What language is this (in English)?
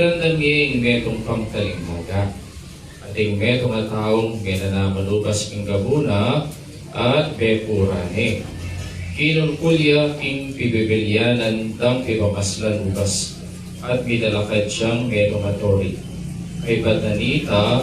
Pampanga